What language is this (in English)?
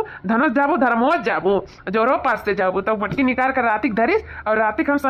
Awadhi